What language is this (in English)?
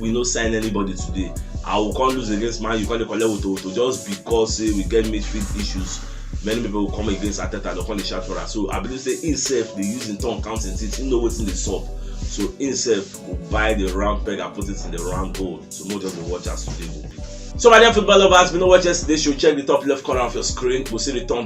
Nigerian Pidgin